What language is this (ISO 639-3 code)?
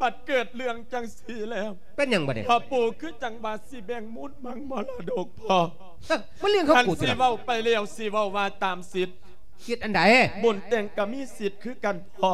lao